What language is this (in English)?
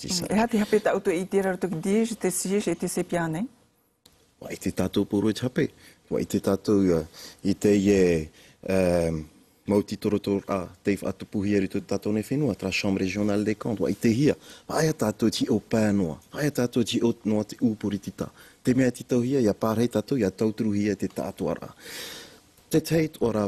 Tahitian